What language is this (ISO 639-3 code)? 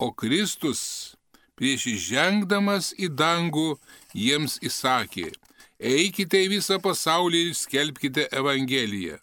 lit